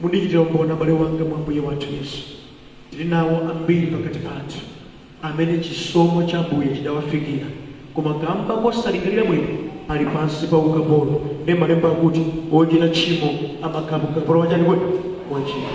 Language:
Nyanja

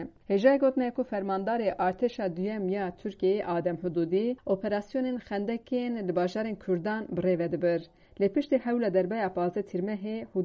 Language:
Kurdish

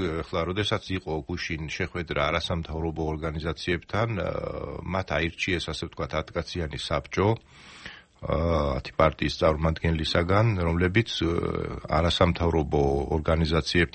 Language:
Georgian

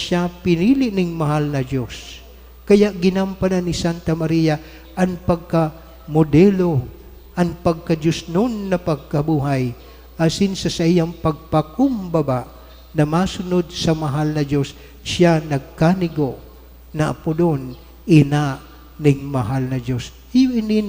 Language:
Bikol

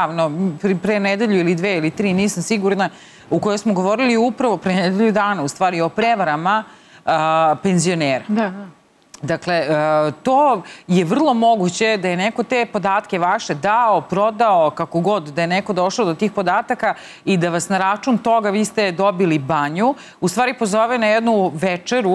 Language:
Serbian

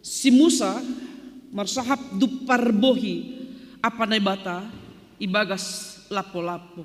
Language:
Batak Simalungun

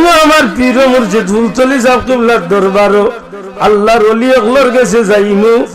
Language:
Sylheti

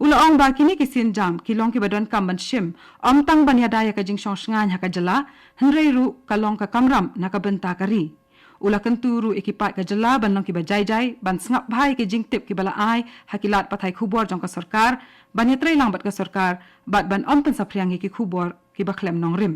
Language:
Khasi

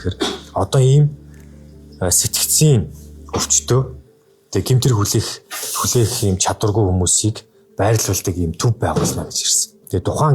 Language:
Mongolian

